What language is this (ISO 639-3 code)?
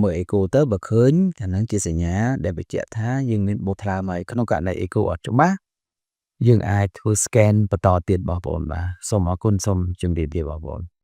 khm